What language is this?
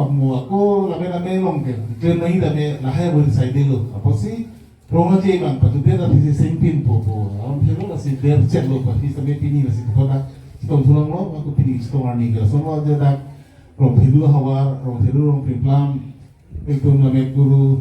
Karbi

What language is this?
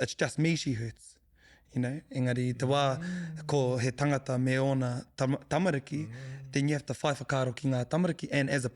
Māori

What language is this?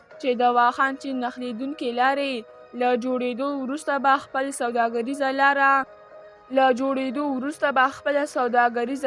Pashto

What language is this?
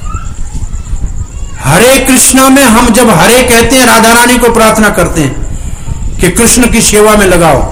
Hindi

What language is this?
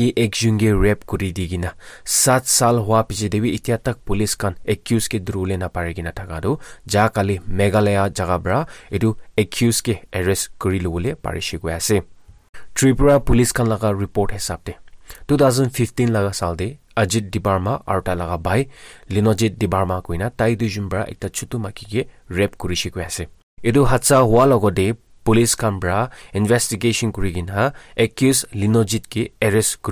Naga Pidgin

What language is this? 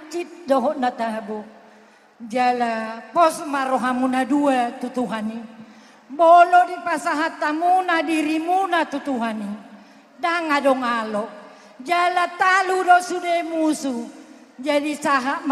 Batak Toba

